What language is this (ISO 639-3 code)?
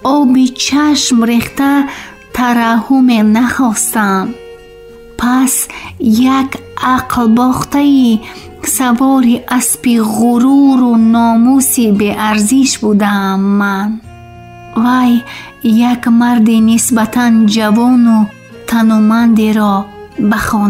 tgk